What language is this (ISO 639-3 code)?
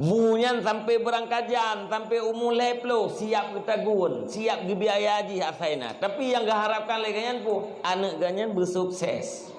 ace